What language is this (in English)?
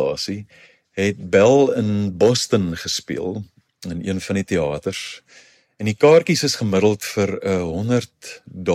Afrikaans